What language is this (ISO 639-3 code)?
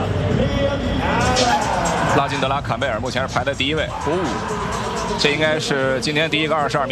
zho